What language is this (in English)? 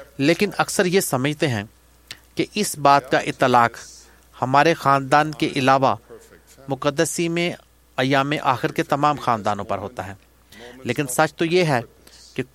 Urdu